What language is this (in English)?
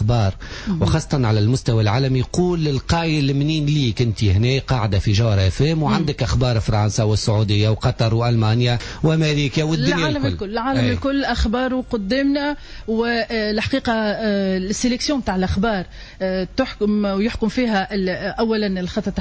Tunisian Arabic